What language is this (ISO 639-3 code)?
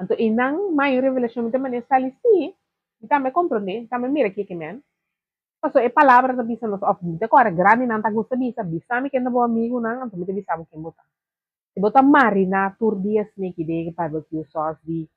pap